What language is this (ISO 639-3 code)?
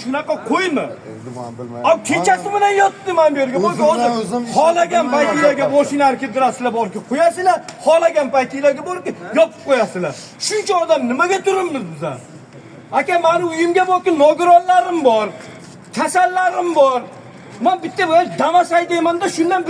uzb